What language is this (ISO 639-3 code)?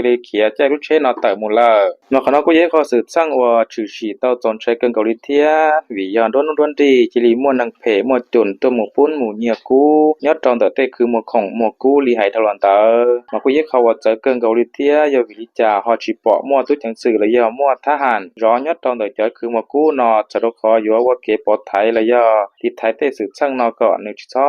hmn